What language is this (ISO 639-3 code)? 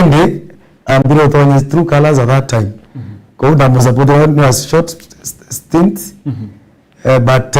mer